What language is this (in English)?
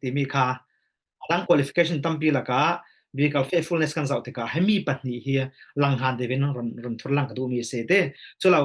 Falam Chin